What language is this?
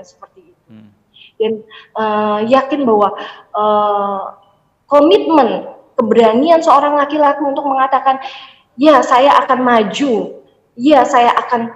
Indonesian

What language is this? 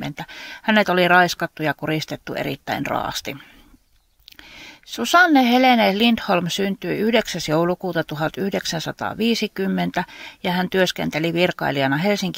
Finnish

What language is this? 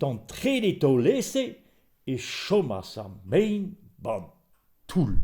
Breton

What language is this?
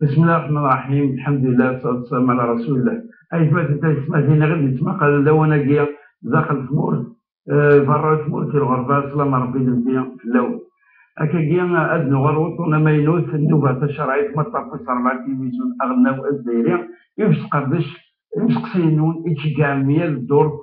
Kabyle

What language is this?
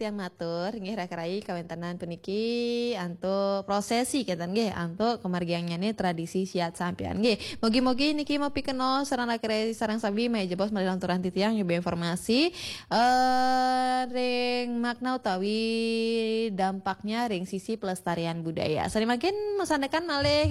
Balinese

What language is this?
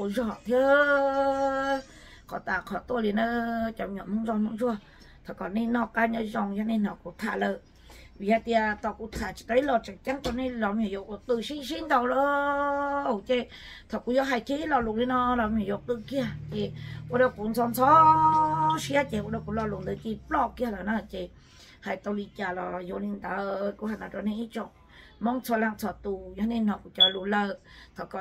Vietnamese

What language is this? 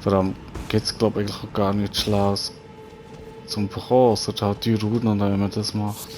Swiss German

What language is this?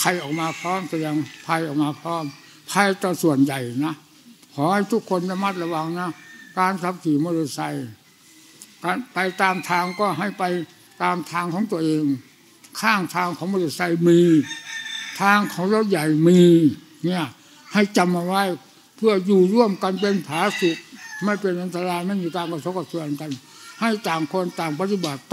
Thai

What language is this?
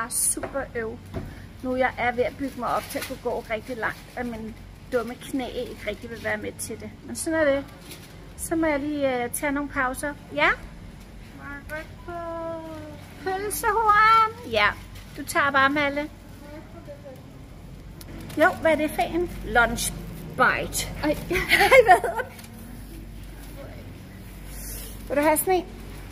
Danish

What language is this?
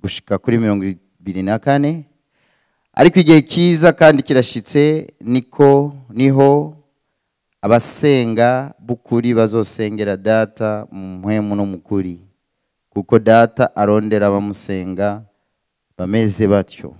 Rundi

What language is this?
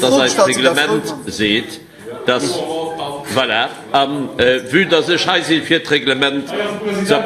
Luxembourgish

